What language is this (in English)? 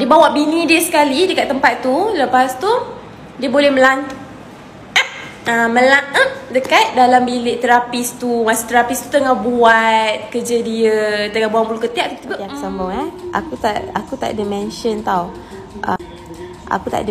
Malay